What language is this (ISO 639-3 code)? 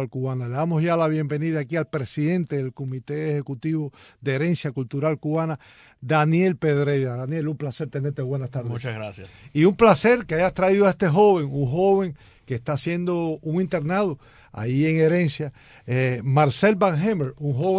spa